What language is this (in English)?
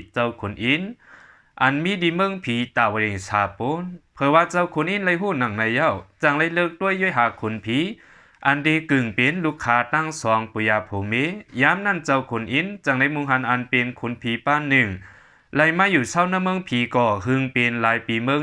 Shan